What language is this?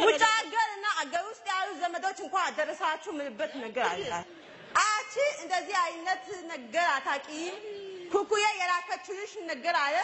Amharic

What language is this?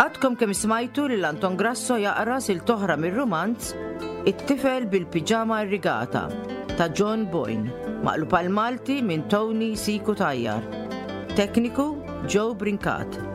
Maltese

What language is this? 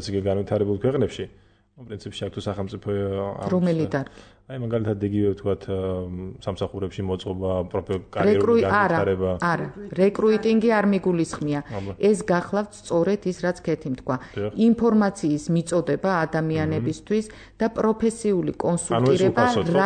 Georgian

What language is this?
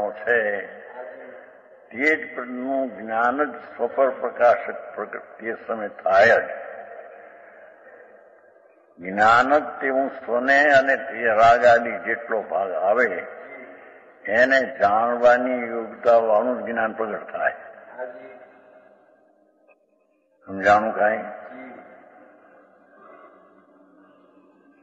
Gujarati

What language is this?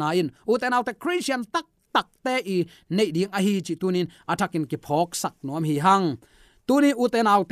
Tedim Chin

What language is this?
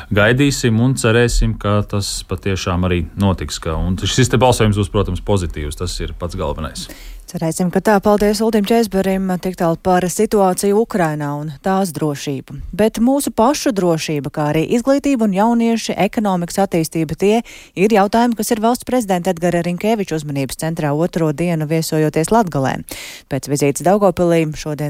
Latvian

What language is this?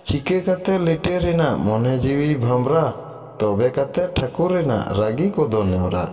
Santali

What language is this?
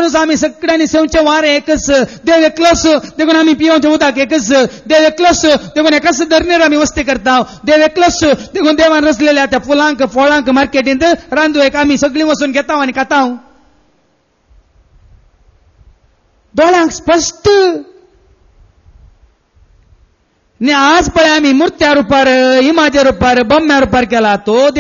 Konkani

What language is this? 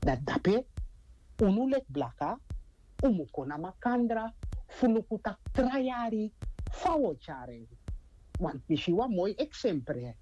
Sranan Tongo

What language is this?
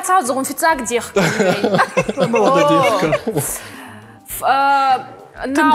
Ossetic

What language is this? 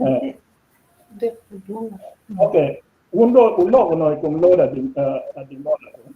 Acoli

